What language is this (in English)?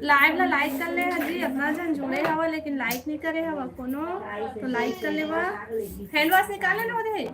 Chhattisgarhi